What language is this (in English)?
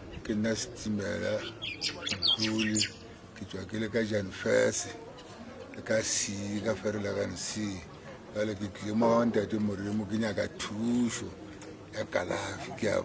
Northern Sotho